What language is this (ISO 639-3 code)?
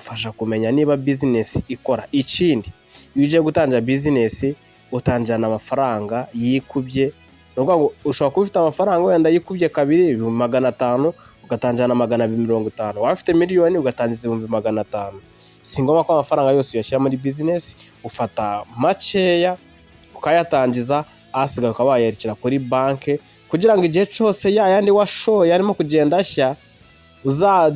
kin